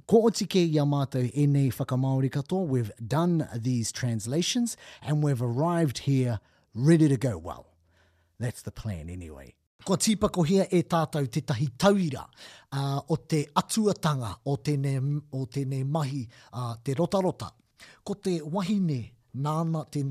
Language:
Māori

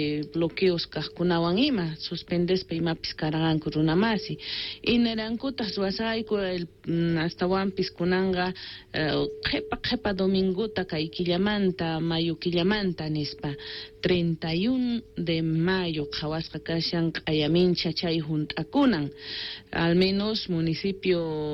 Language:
South Bolivian Quechua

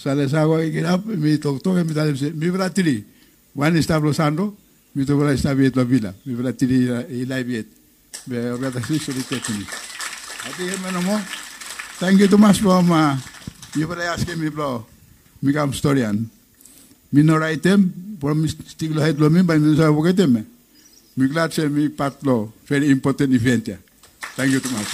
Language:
Bislama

